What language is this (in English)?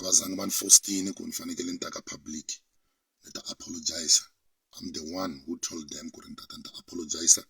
Tsonga